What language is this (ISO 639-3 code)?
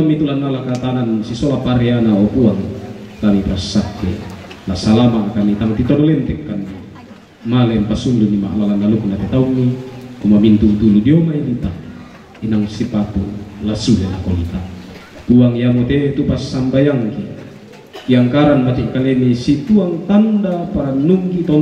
sda